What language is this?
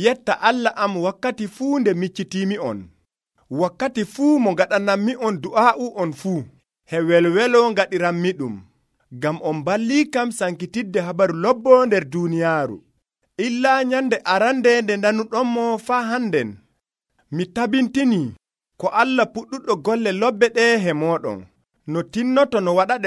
Nigerian Fulfulde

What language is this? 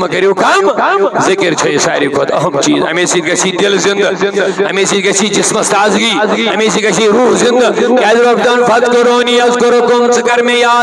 Kashmiri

